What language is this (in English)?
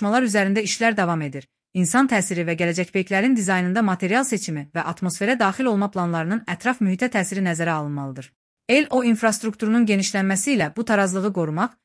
Azerbaijani